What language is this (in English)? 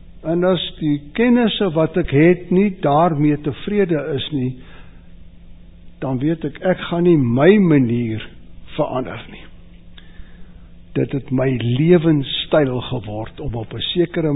Afrikaans